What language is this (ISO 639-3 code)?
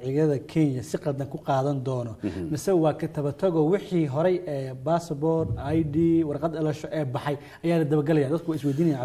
som